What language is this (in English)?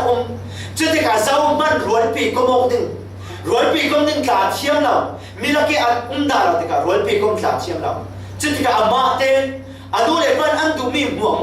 Falam Chin